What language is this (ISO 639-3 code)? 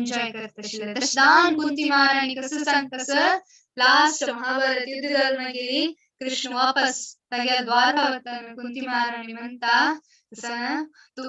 kok